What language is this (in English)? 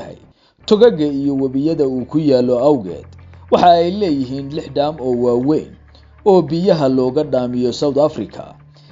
Somali